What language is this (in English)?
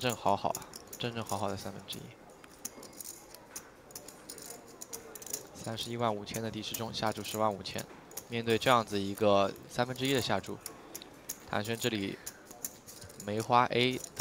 Chinese